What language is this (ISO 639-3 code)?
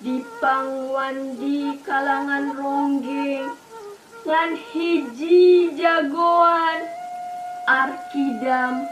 sun